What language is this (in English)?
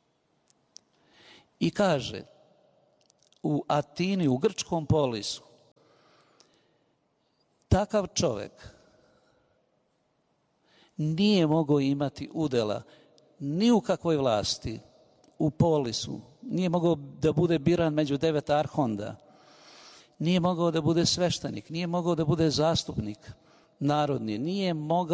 Serbian